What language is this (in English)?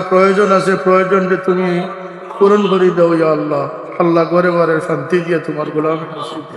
Sylheti